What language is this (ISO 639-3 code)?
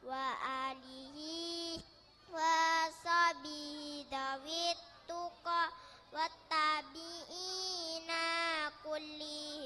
mad